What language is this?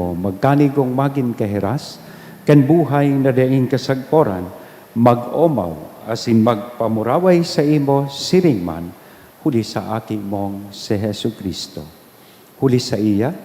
Bikol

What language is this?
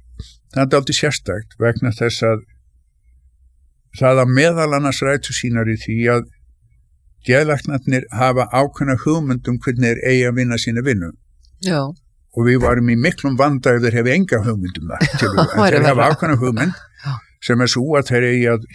Icelandic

